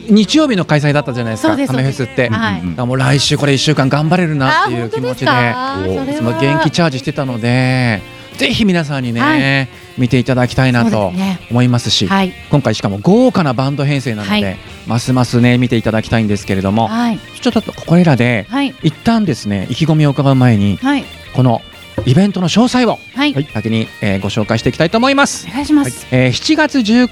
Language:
Japanese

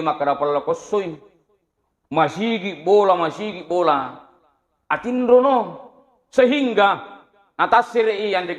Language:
Buginese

